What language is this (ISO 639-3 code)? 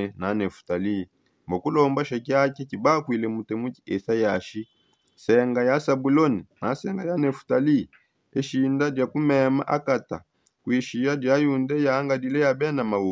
sop